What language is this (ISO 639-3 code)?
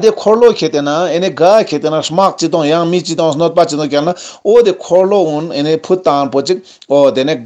lbj